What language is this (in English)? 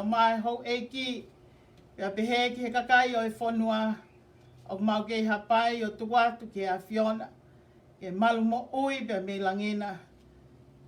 Tongan